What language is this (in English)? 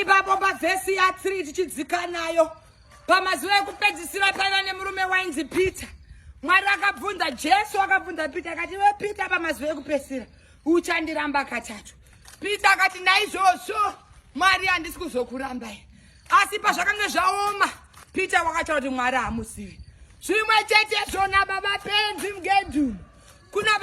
Shona